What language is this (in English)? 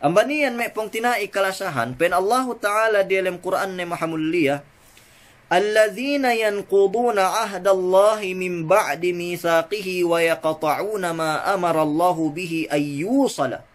Yakan